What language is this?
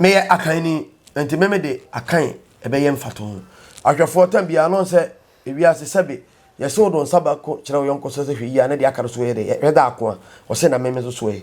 Akan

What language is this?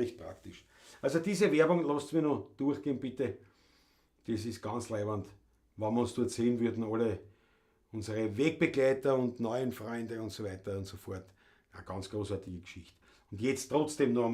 Bavarian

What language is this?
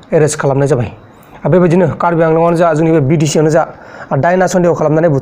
Bodo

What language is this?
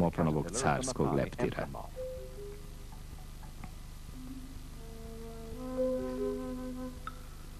Serbian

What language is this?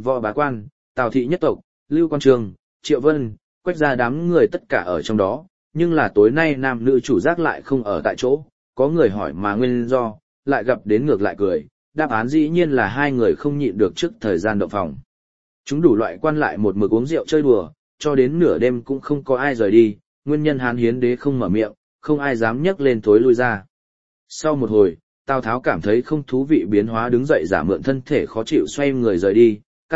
Vietnamese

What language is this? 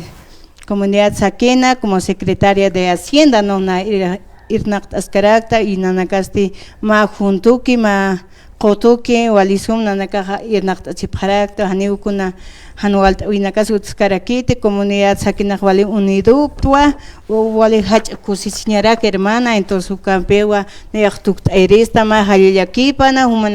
Aymara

